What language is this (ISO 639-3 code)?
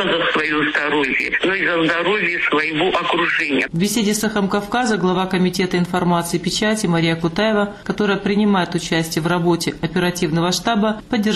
rus